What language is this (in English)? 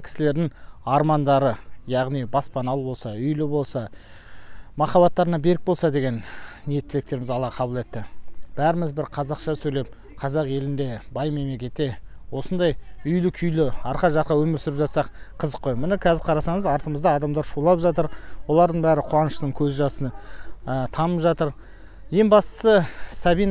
Kazakh